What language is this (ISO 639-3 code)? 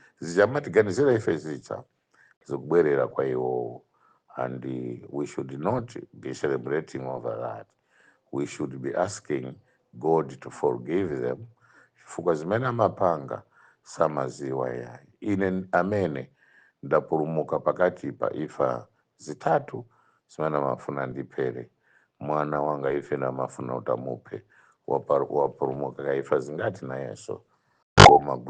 nya